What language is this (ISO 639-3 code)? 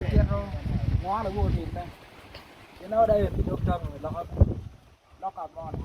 ach